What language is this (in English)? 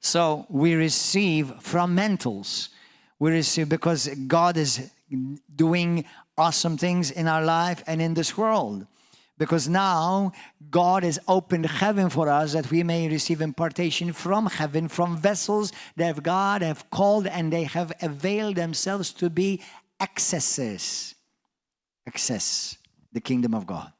English